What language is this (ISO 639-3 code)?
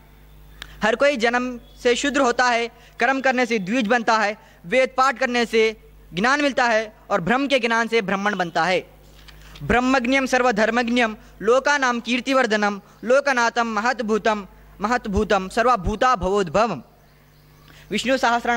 hin